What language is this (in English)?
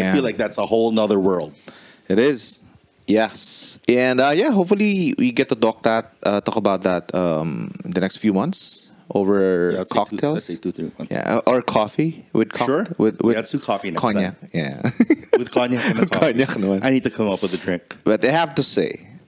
English